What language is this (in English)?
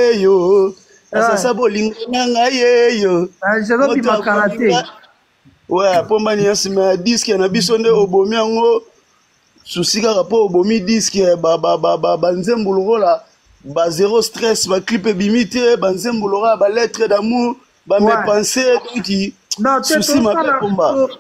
Lingala